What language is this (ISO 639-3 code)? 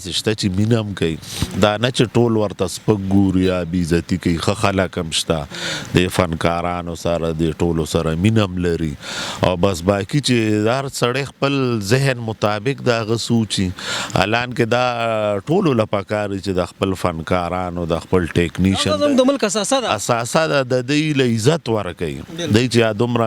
pus